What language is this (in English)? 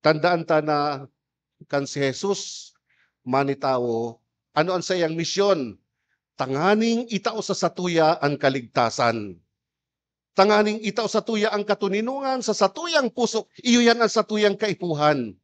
Bikol